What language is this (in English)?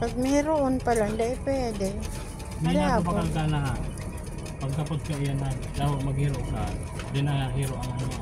Bikol